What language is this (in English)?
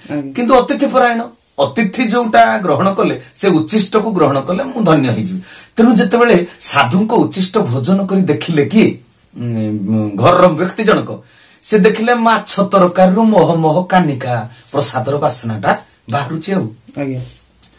Odia